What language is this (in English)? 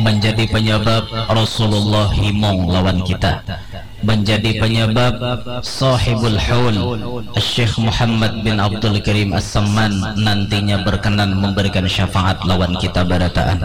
Banjar